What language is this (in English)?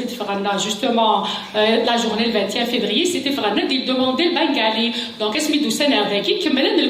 Kabyle